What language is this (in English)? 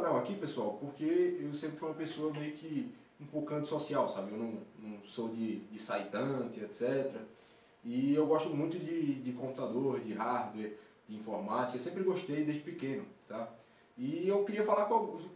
Portuguese